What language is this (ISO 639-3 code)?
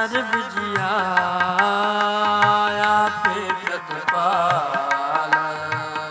pan